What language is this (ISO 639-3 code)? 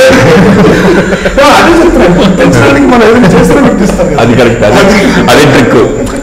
tel